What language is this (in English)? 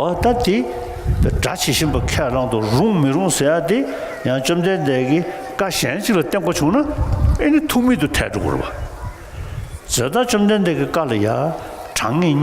Tibetan